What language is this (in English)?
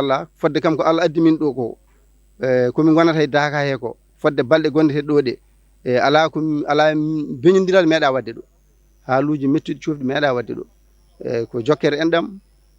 Fula